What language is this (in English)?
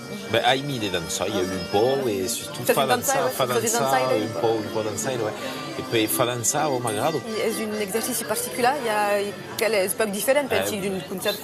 Occitan